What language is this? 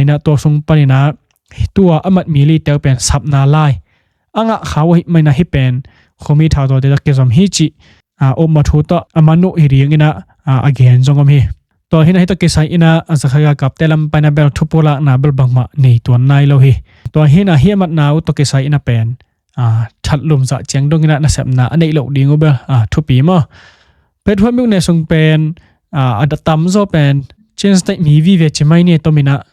Tedim Chin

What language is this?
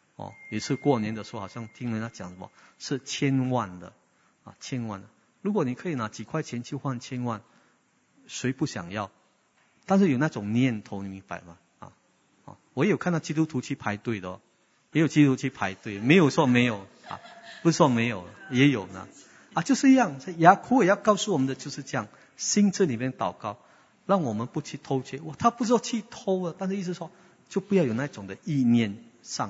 Chinese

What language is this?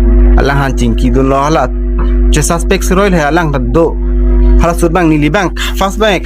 Karbi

